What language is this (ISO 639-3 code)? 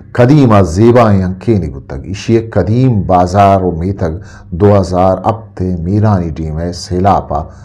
bgp